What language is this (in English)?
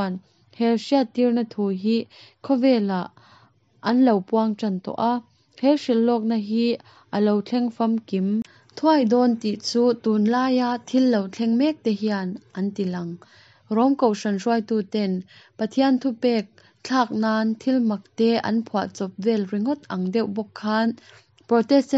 Mizo